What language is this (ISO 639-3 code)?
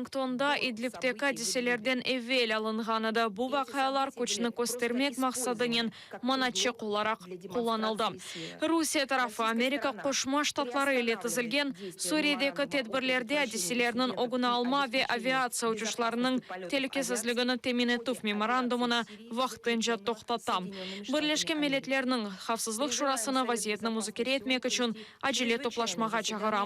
crh